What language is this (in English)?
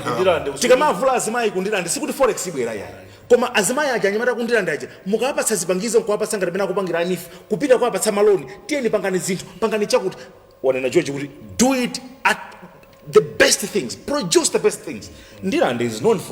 Nyanja